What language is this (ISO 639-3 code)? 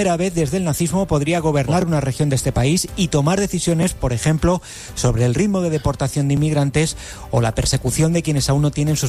spa